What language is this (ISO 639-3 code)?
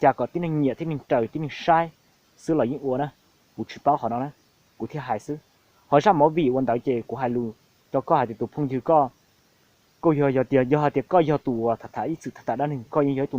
hmn